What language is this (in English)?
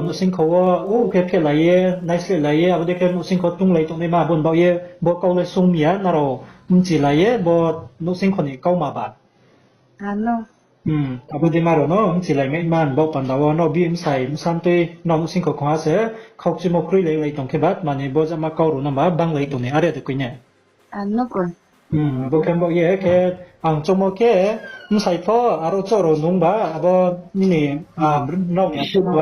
Riang (India)